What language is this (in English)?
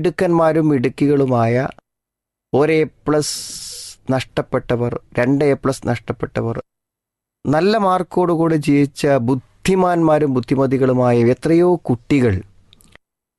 Malayalam